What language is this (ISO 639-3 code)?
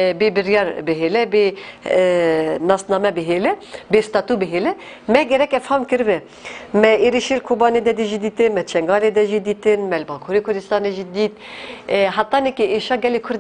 kur